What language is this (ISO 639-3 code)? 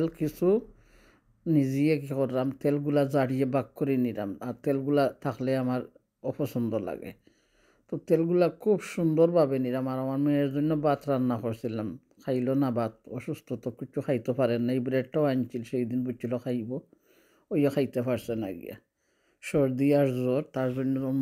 syl